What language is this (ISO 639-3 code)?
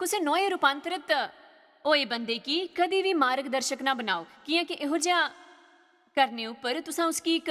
doi